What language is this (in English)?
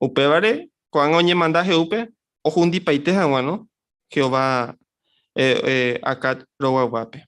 Guarani